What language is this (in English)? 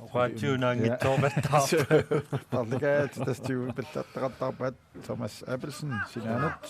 Kalaallisut